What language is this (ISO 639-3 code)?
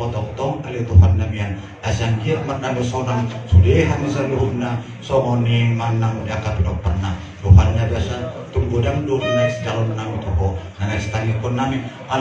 bbc